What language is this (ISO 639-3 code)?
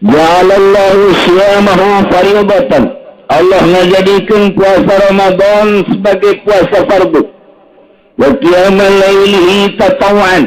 sun